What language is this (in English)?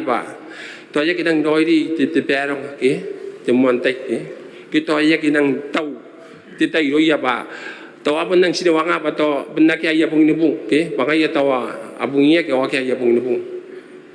Gilbertese